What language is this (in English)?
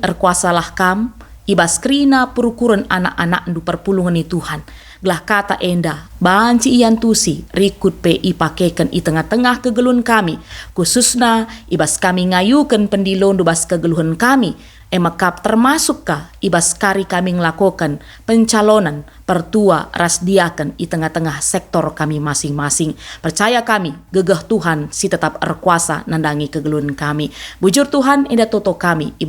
Batak Karo